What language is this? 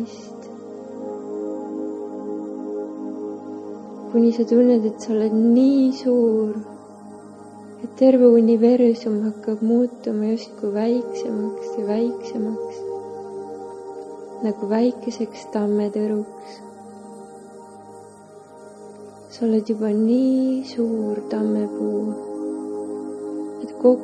Estonian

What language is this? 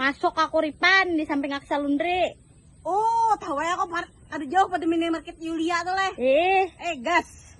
Banjar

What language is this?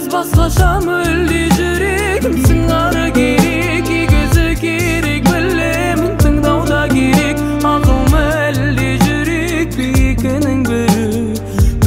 Kazakh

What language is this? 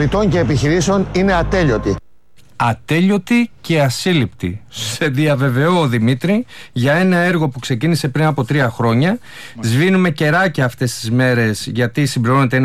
Greek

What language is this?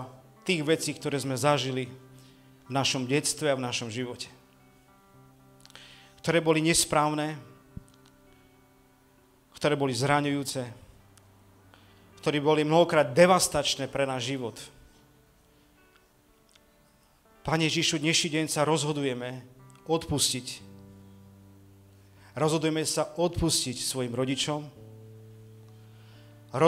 Slovak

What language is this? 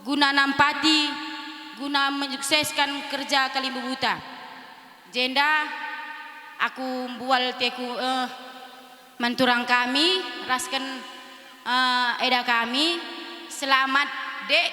Batak Karo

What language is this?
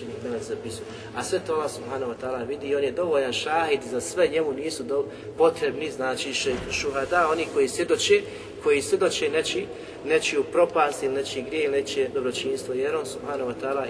Bosnian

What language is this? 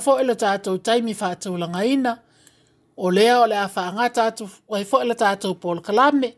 Samoan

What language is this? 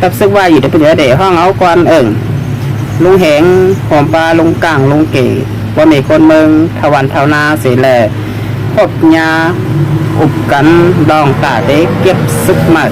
Shan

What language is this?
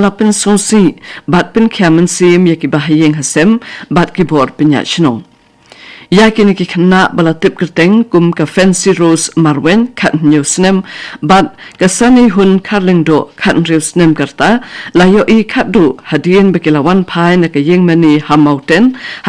Khasi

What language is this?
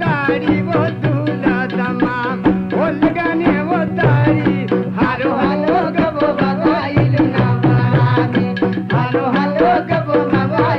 Brahui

